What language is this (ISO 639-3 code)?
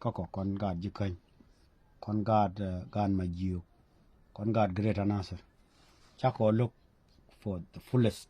nus